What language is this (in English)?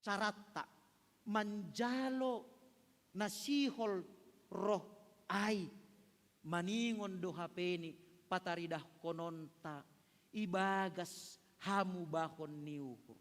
Batak Simalungun